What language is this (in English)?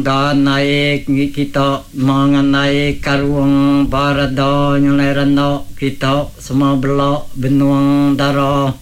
Iban